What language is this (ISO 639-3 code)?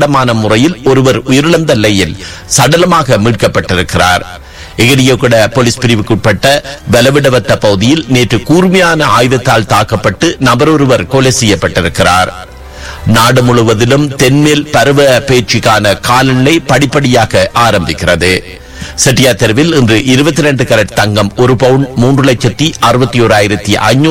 tam